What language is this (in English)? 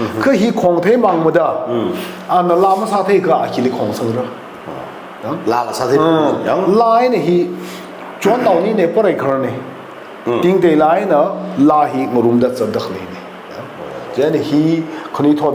Tangkhul Naga (India)